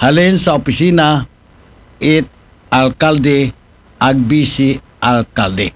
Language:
Aklanon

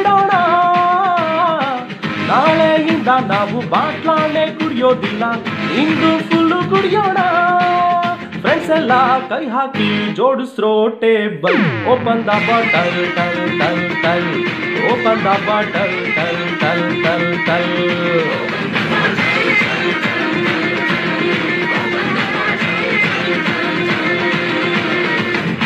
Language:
Kannada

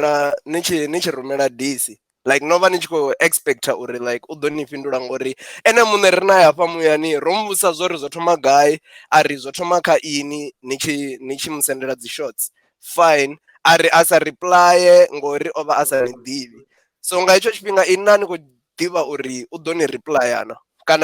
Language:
Venda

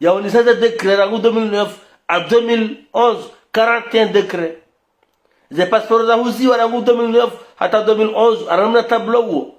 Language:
Ngazidja Comorian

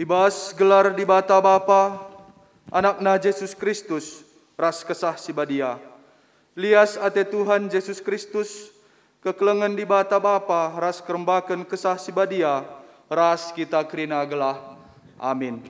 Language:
Batak Karo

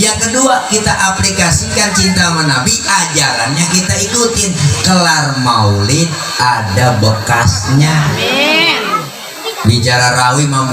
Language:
Betawi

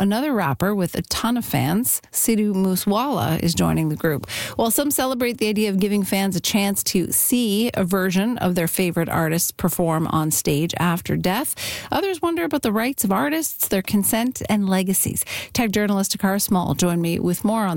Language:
English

